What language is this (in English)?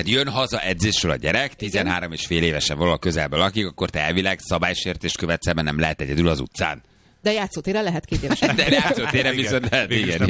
Hungarian